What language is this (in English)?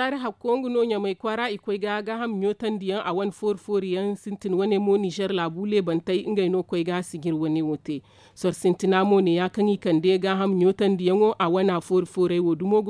Zarma